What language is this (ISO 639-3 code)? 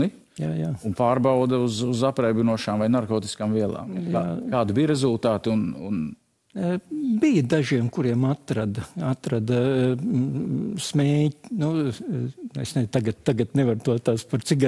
lav